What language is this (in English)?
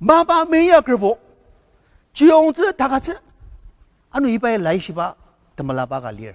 Ao Naga